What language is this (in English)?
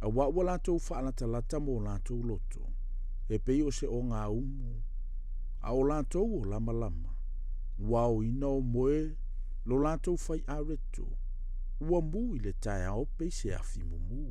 Samoan